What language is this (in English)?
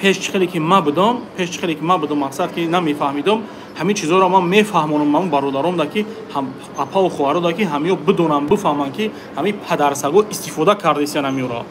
Tajik